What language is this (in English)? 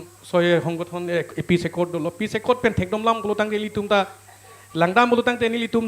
Karbi